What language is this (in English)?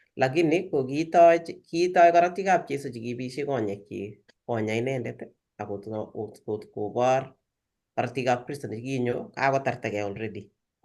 Kalenjin